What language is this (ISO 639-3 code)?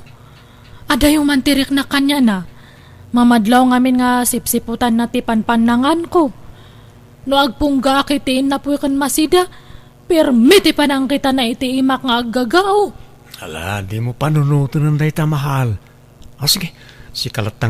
ilo